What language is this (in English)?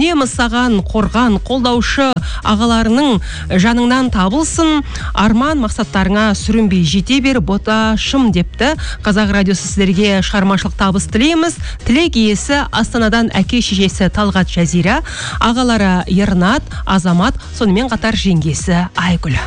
Kazakh